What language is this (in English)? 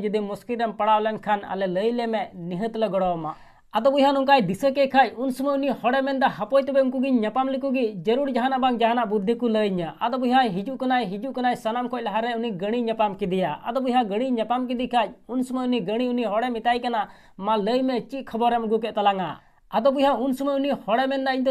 Santali